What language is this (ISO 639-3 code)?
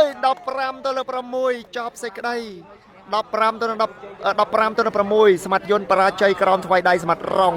khm